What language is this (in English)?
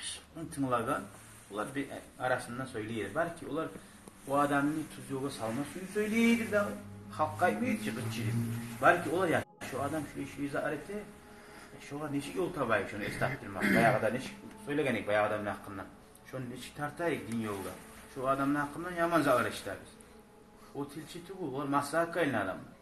Kumyk